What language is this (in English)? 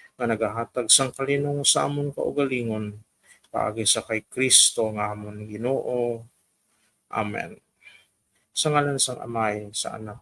Hiligaynon